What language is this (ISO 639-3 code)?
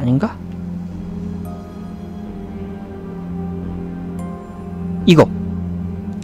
kor